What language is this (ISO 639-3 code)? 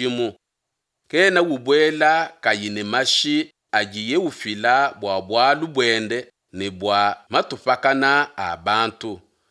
lua